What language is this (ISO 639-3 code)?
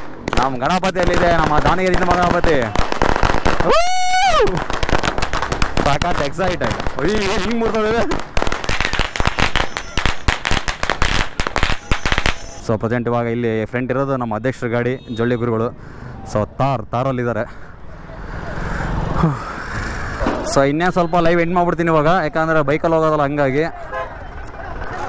kan